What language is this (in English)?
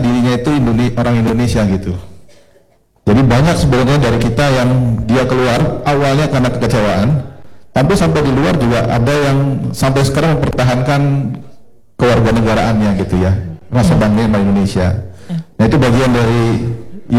Indonesian